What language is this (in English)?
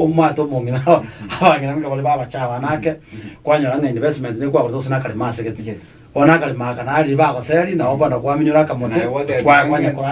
Gusii